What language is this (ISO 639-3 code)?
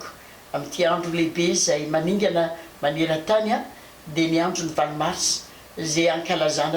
mlg